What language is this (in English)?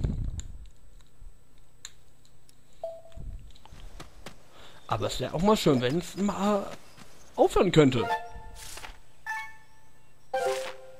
German